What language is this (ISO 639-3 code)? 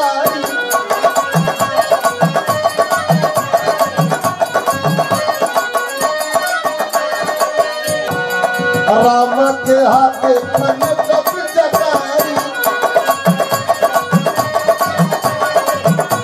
bho